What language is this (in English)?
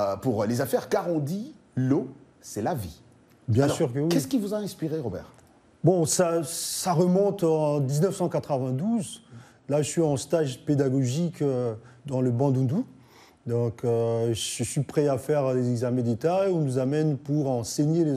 French